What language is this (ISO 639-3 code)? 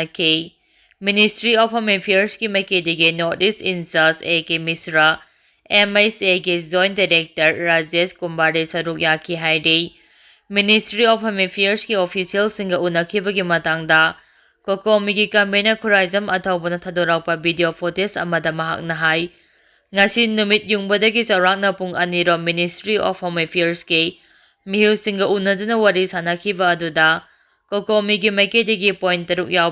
mni